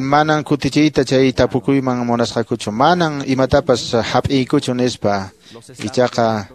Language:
Quechua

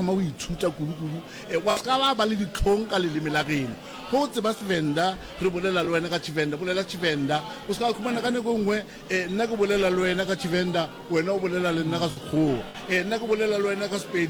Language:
Northern Sotho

